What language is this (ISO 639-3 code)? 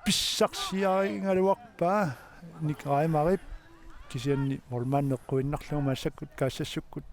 kal